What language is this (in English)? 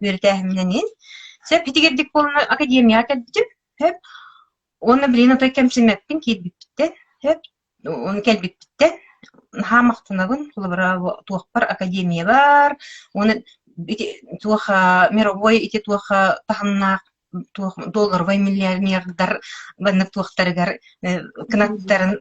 Yakut